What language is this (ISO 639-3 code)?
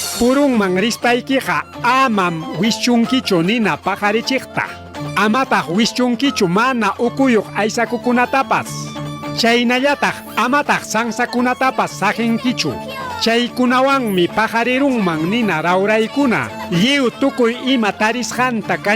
quy